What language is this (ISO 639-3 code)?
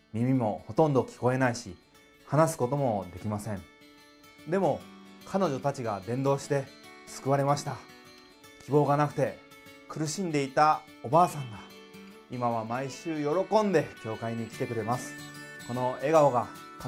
jpn